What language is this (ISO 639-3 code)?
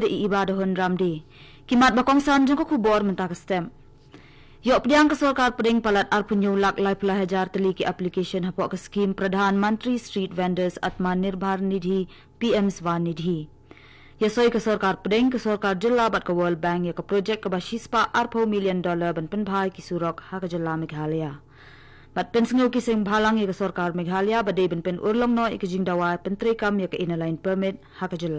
kha